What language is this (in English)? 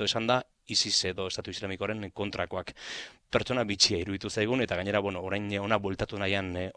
Basque